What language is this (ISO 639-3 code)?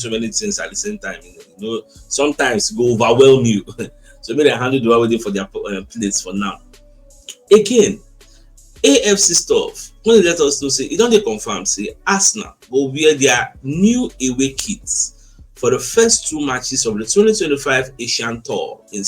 pcm